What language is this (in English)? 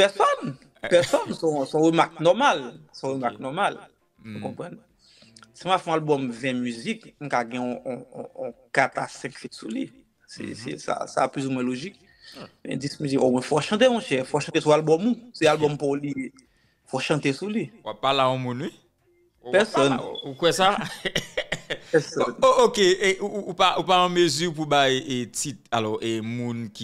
Haitian Creole